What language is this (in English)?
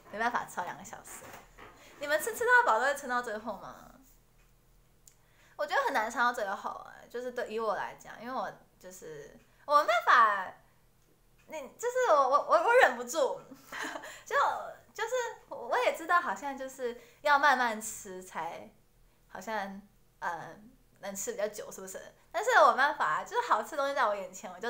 Chinese